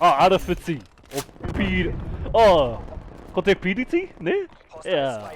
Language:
Māori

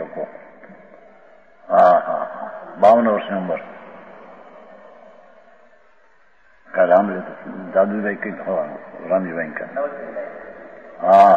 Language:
Gujarati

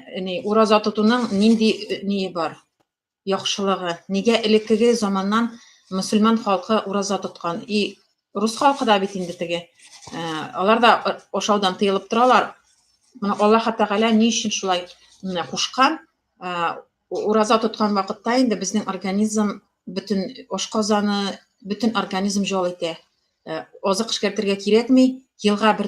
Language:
Tatar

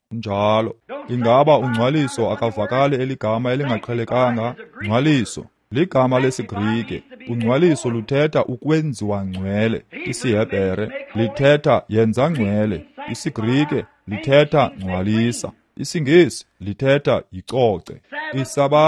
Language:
Xhosa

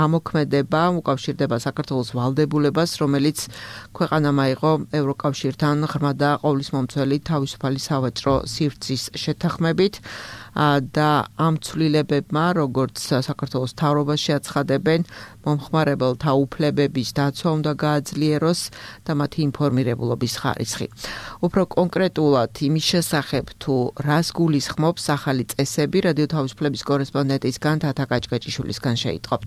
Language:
Georgian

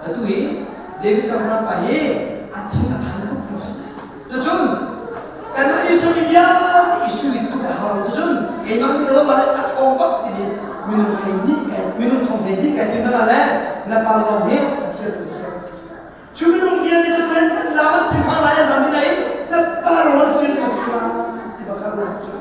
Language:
Hakha Chin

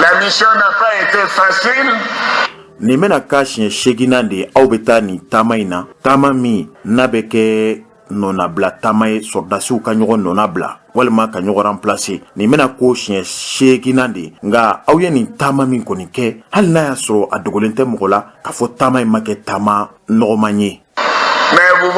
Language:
Bambara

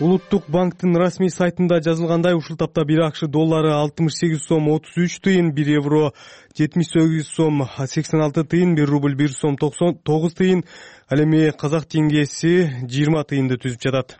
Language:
Kyrgyz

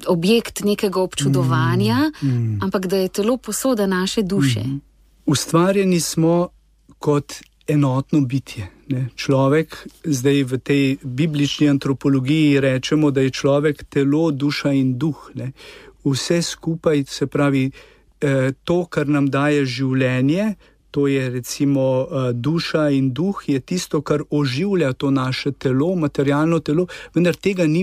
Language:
Slovenian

